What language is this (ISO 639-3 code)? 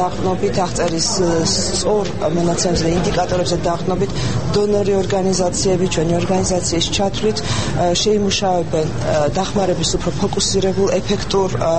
kat